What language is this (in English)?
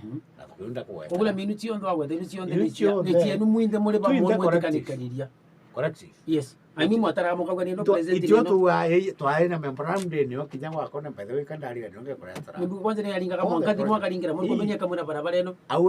Meru